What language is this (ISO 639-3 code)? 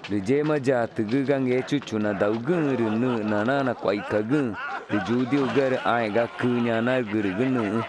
tca